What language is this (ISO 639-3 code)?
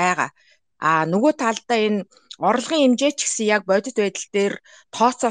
mon